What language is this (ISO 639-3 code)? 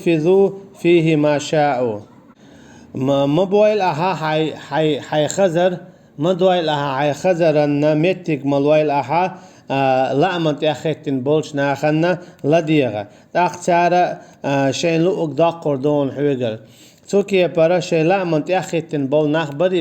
che